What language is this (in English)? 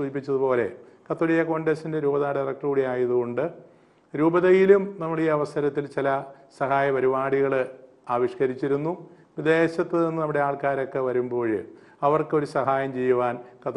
Malayalam